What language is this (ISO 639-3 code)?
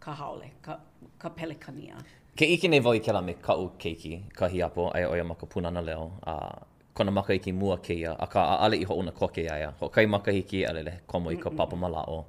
haw